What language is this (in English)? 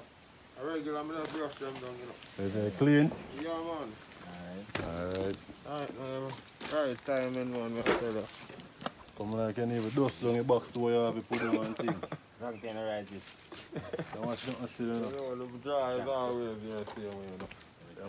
Jamaican Creole English